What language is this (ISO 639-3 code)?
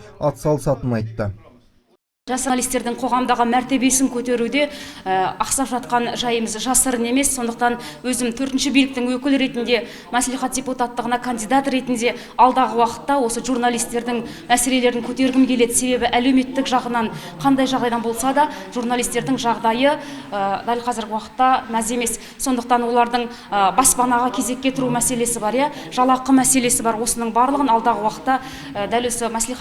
kaz